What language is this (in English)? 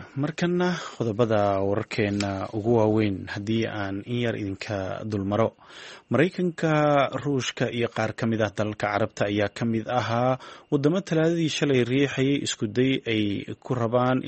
Somali